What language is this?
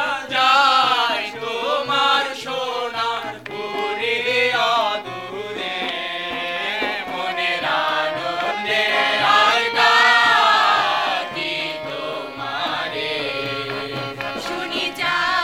Bangla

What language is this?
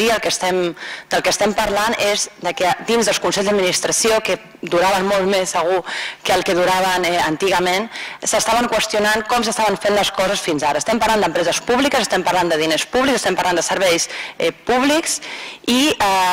Catalan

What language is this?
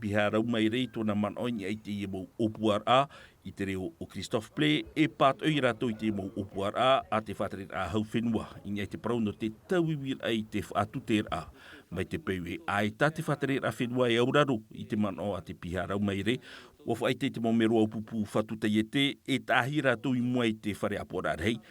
Tahitian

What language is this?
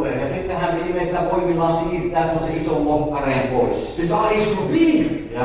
Finnish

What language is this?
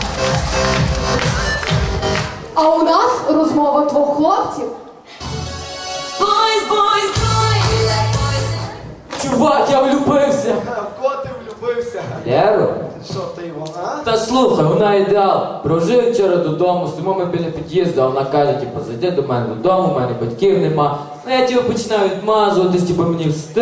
Ukrainian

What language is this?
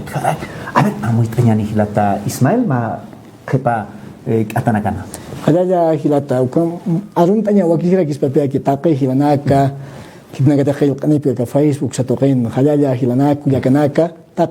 Aymara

